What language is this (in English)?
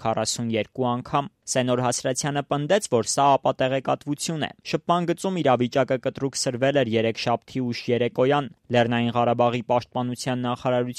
Armenian